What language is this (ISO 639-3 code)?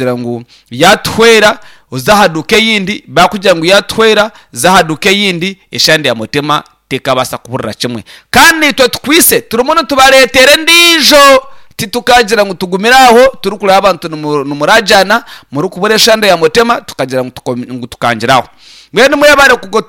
nyn